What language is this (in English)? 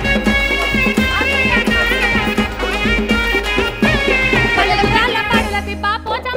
Telugu